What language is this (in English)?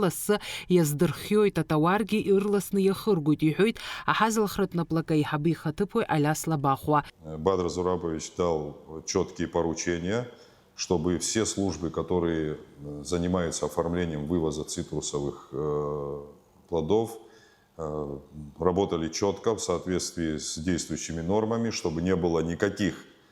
Abkhazian